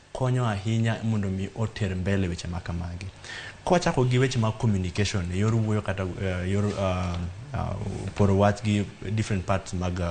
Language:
Luo (Kenya and Tanzania)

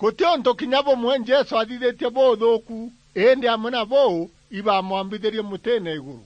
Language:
Meru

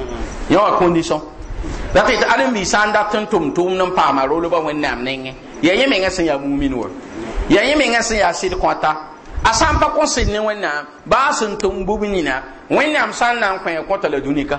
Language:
Mossi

